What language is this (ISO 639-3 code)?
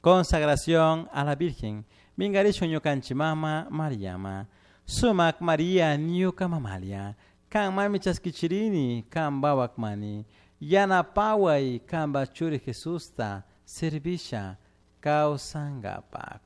qug